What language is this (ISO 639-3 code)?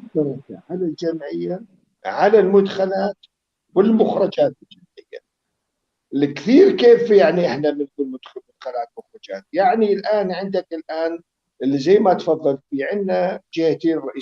apc